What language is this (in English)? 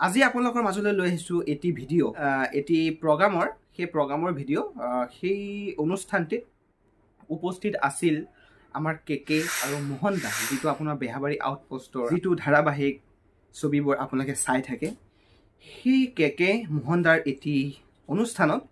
Assamese